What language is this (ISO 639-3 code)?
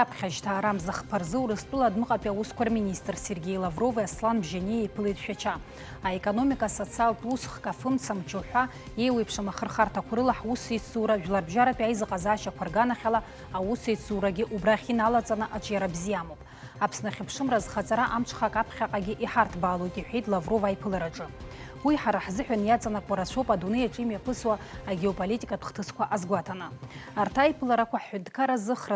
abk